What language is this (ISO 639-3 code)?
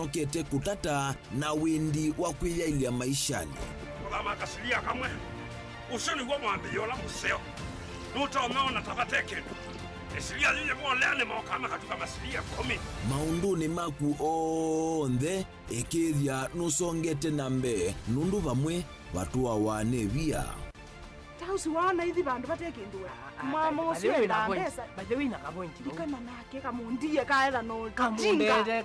kam